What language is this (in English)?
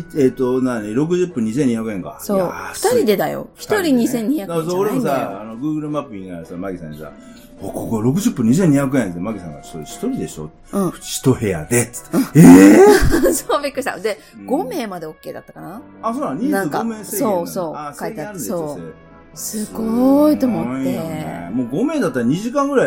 Japanese